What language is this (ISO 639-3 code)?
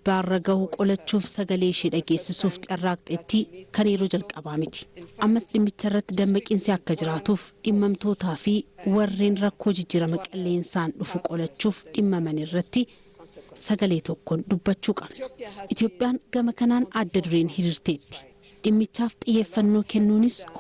orm